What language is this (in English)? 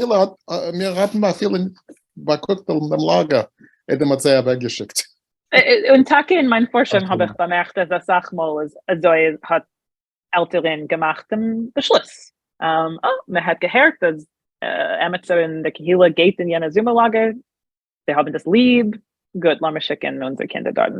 Yiddish